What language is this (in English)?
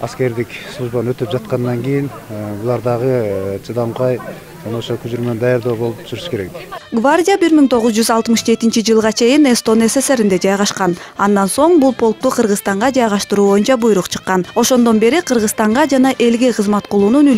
Kyrgyz